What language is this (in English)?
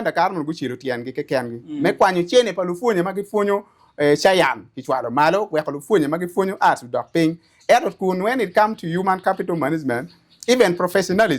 Acoli